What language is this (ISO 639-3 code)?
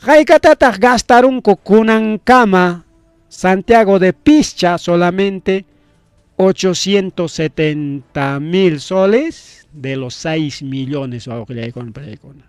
quy